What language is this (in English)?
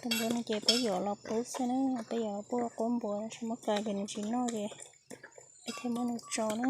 Hmong